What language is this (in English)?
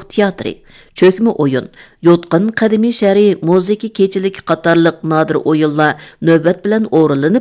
Uyghur